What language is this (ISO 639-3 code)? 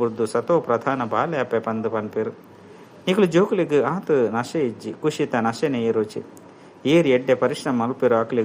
tcy